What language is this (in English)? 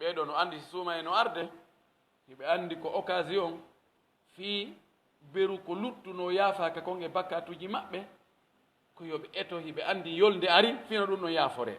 Pular